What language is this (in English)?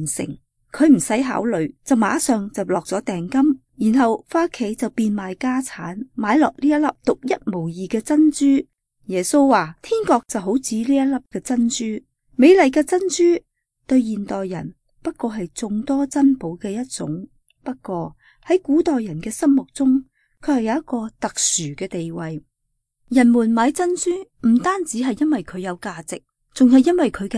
Cantonese